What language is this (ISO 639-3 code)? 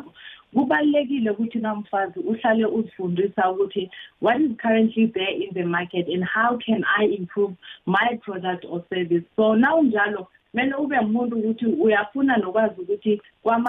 nbl